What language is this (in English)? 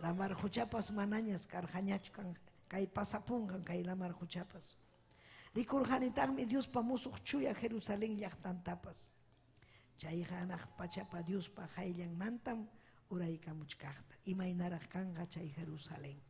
Ayacucho Quechua